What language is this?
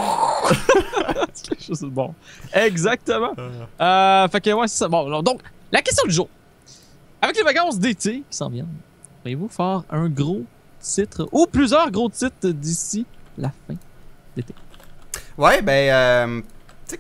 French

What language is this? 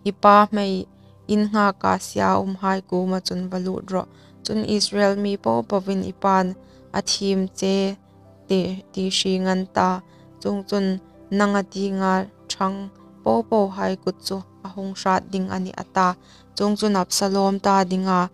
Hmar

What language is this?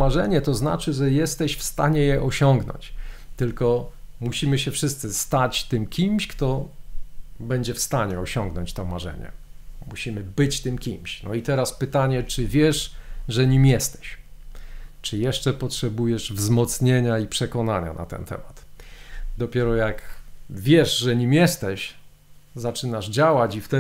Polish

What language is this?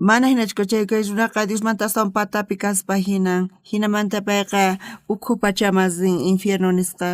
South Bolivian Quechua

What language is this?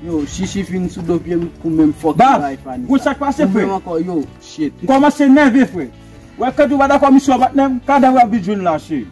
Haitian Creole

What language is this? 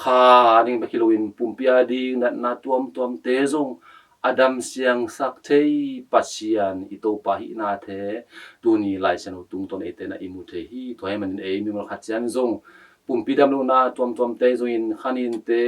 Tedim Chin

